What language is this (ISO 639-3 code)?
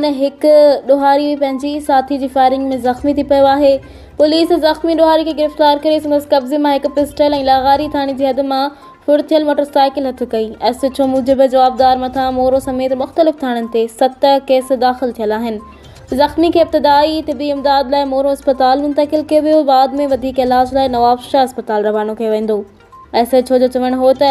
snd